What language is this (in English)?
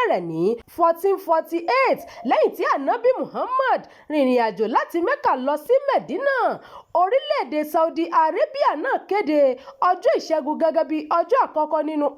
Yoruba